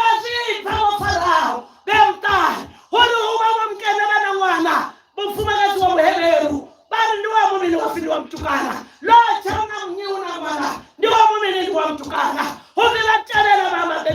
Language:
Venda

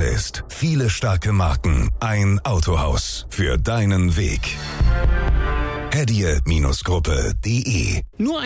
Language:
German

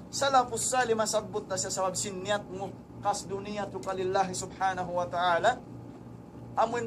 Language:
Tausug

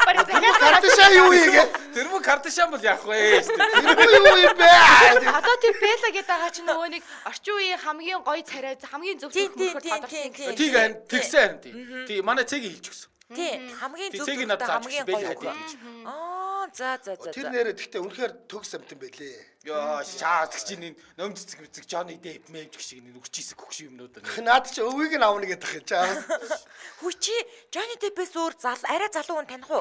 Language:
Mongolian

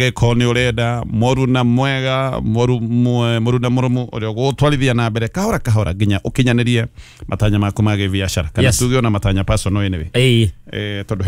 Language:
Kikuyu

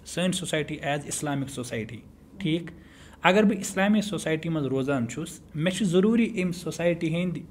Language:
Kashmiri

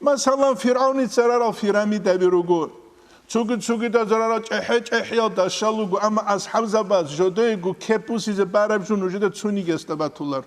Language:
Avaric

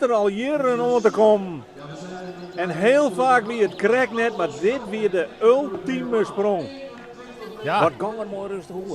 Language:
Western Frisian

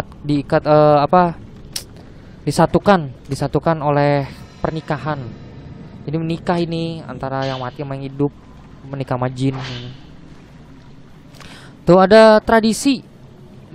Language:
Indonesian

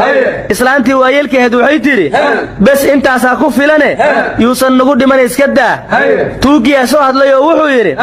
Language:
Somali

